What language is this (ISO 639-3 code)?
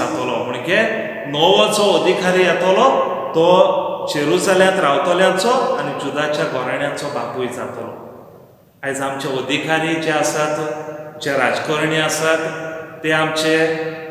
kok